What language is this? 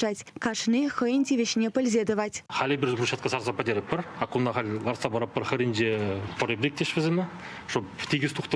Chuvash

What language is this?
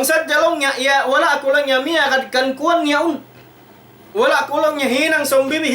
Tausug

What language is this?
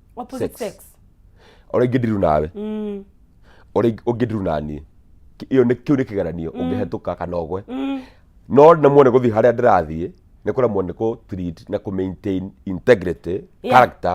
Kikuyu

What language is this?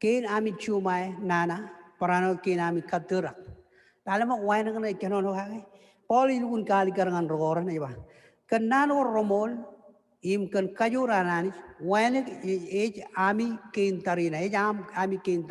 Marshallese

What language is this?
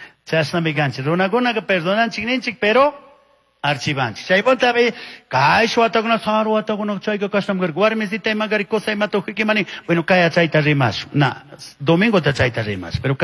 Chimborazo Highland Quichua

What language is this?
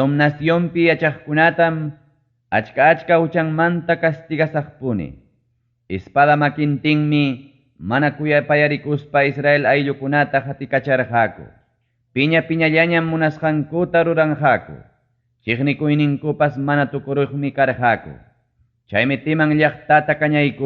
Ayacucho Quechua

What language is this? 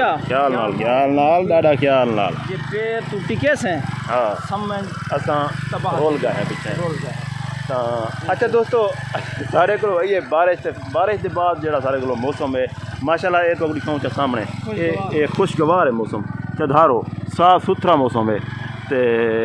Saraiki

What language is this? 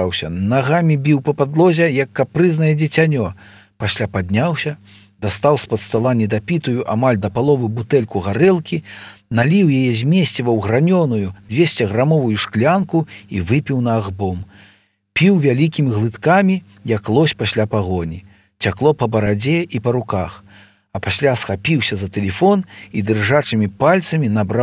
Belarusian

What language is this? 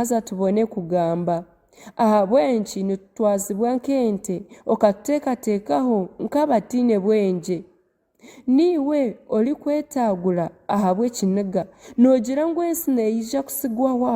Nyankole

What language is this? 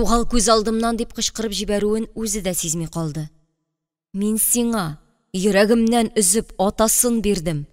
Tatar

